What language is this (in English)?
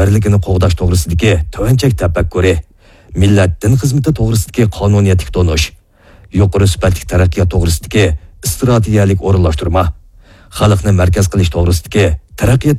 Uyghur